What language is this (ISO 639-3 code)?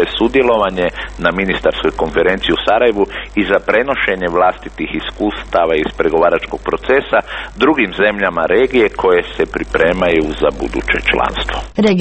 hrv